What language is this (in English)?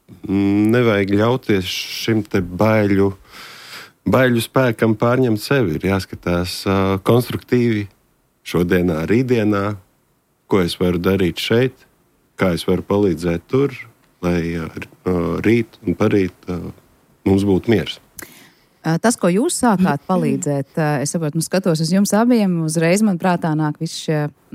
Latvian